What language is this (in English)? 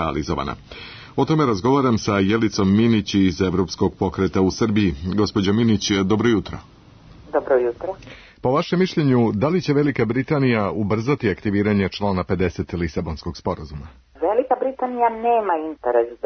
Serbian